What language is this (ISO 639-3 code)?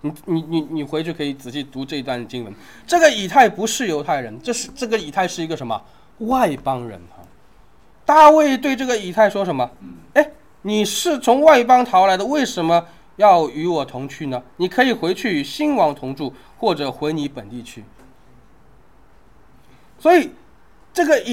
zho